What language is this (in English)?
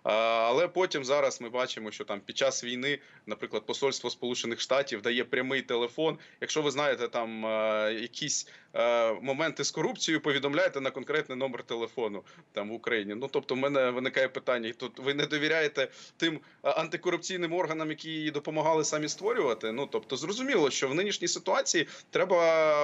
Ukrainian